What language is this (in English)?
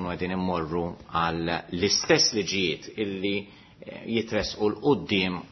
Maltese